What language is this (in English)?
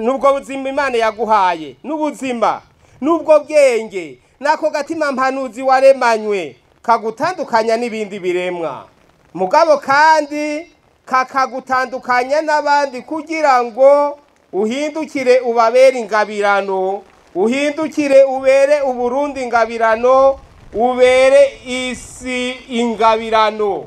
Rundi